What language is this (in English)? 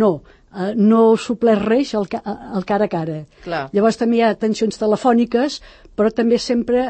Catalan